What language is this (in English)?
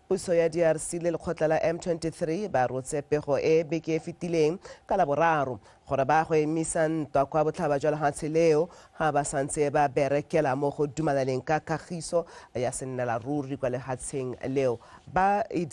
Tswana